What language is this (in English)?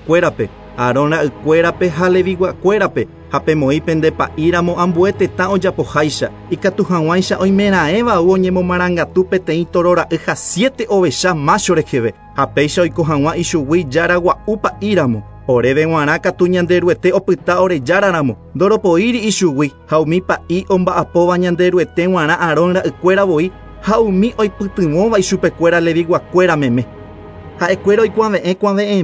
Guarani